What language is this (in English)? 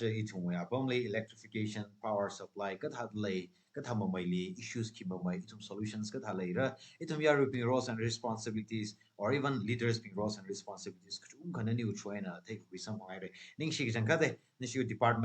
Tangkhul Naga (India)